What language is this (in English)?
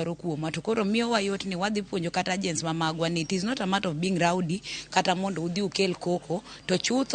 Luo (Kenya and Tanzania)